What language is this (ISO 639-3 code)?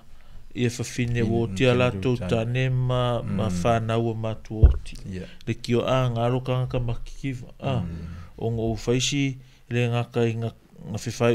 smo